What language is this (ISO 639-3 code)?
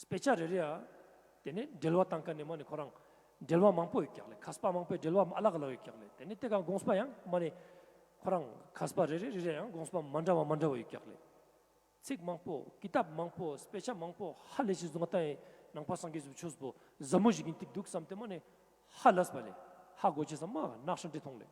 lbj